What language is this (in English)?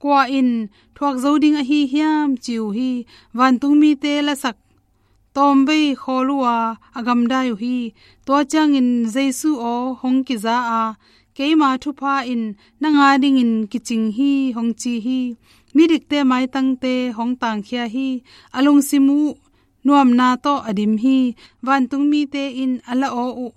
Tedim Chin